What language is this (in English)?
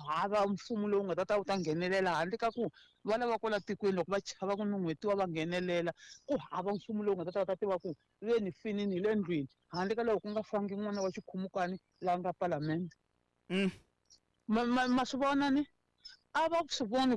Tsonga